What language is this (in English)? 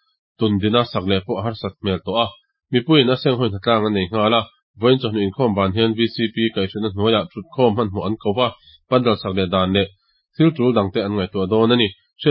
Mizo